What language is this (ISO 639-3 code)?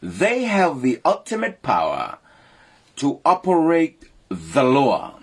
smo